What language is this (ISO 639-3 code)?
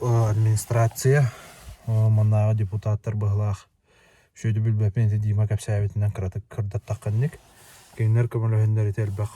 sah